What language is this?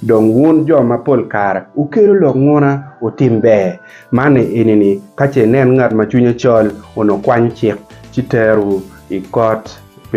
Acoli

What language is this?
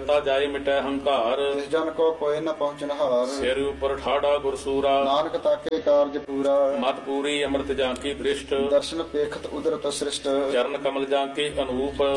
Punjabi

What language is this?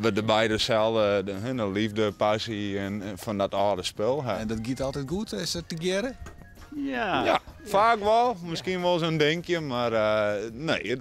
Western Frisian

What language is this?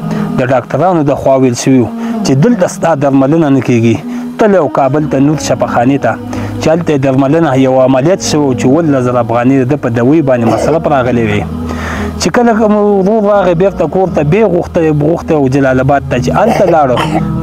Pashto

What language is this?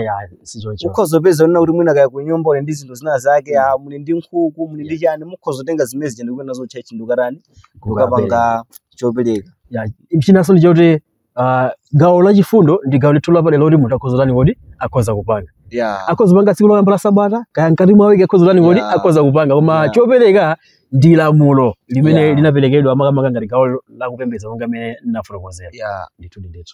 Nyanja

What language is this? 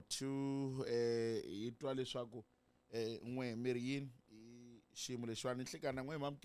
Tsonga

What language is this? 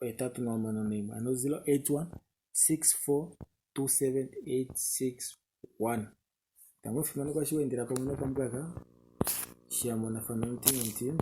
Kuanyama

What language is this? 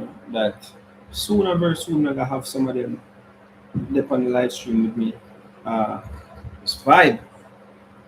Jamaican Creole English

